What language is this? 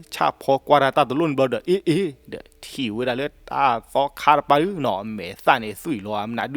S'gaw Karen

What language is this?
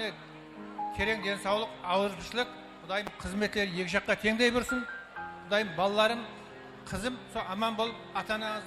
Kara-Kalpak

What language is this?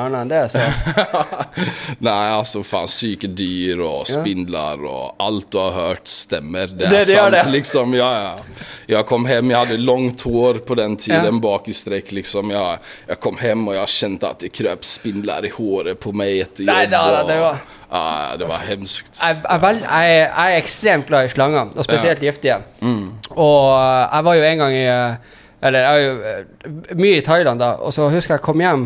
Norwegian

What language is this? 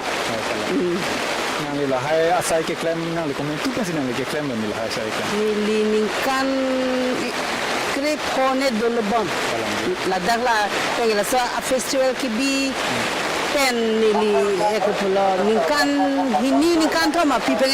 Karbi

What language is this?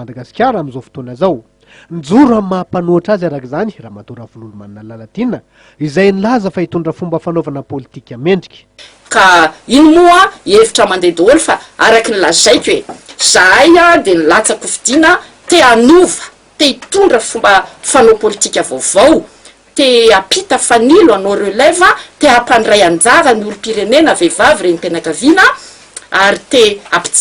Malagasy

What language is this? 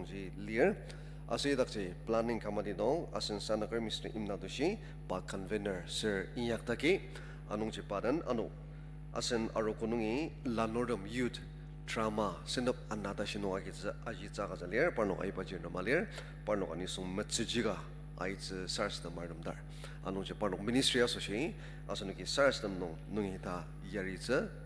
Ao Naga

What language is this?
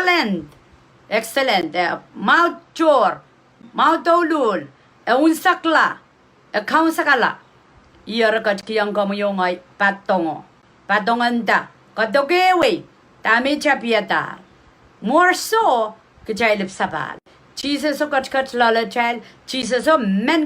Pohnpeian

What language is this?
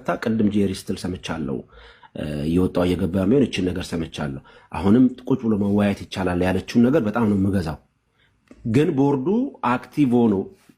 Amharic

